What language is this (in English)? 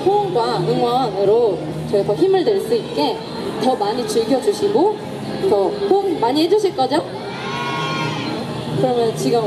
Korean